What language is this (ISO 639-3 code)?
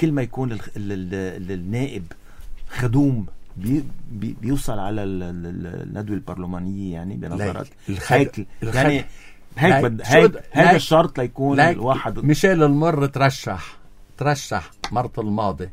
apc